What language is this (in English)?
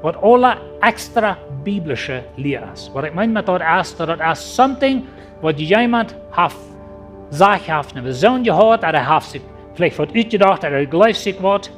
Plautdietsch